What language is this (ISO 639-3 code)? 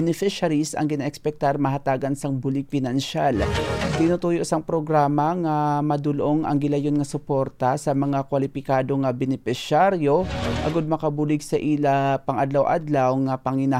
hil